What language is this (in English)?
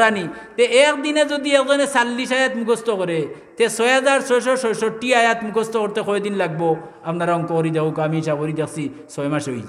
Sylheti